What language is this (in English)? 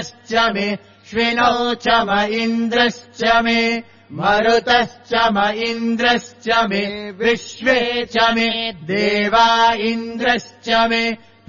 Sanskrit